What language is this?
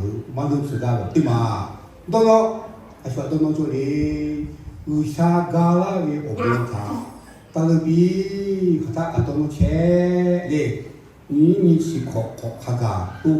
Lahu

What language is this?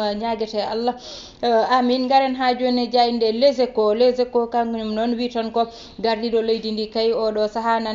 Fula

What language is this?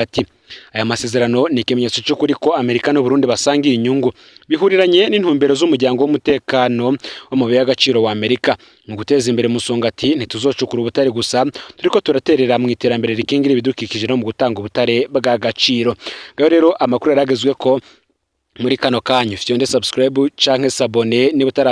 Rundi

